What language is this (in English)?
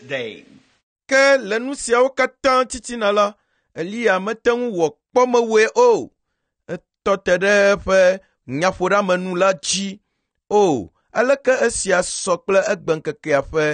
Ewe